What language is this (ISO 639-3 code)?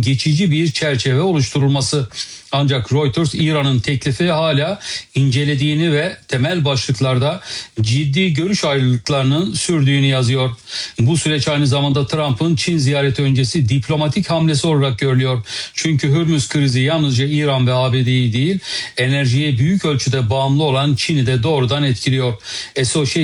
tur